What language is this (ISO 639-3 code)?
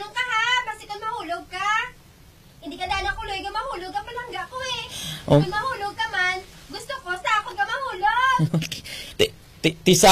hil